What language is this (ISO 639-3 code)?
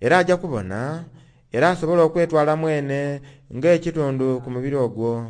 xog